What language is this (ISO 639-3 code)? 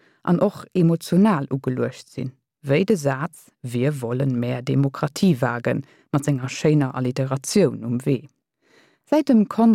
ltz